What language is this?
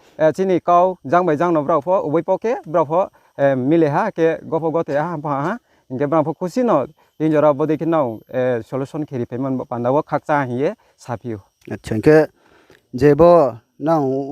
Riang (India)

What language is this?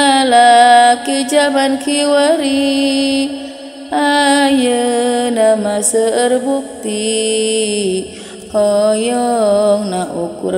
Sundanese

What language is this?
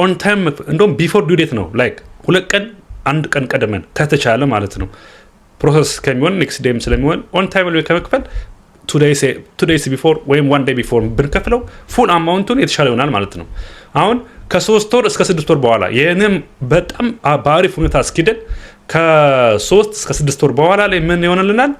Amharic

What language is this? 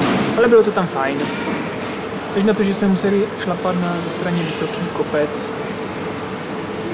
Czech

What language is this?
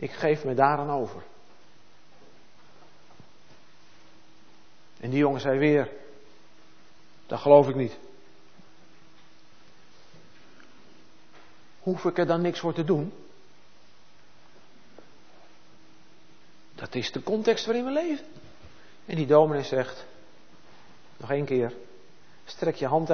Dutch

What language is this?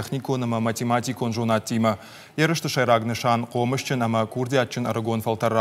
Ossetic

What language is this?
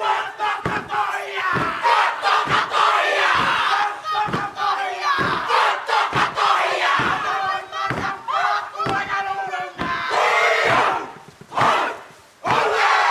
Māori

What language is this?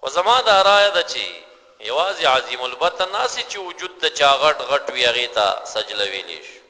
Pashto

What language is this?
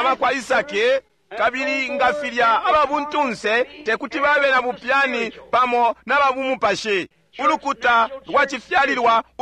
Bemba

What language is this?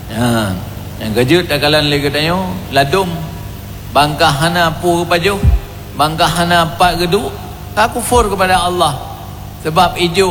Achinese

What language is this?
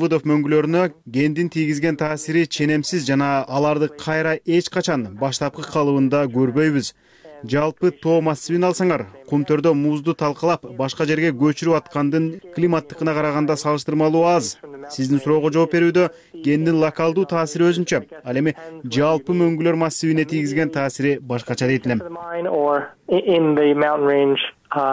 Kyrgyz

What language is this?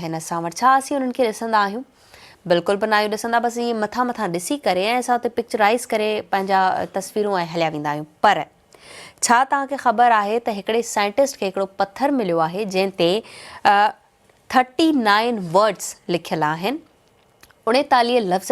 Sindhi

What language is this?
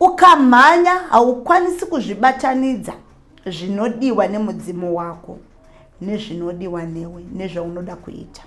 Shona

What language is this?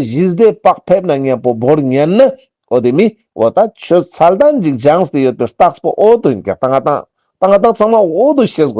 Ladakhi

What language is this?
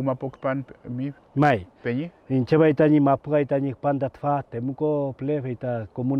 Mapuche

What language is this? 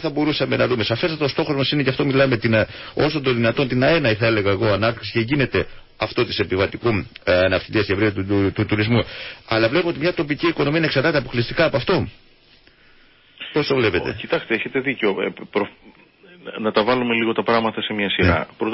Greek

